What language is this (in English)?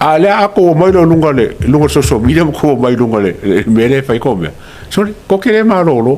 Samoan